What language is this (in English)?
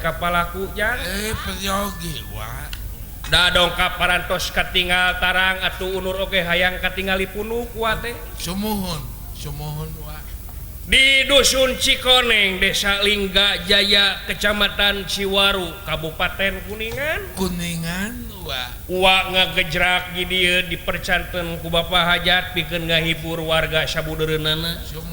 Sundanese